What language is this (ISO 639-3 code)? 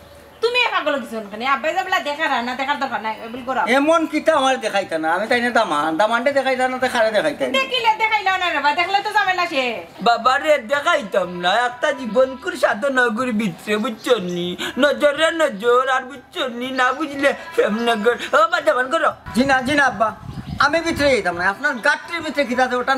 syl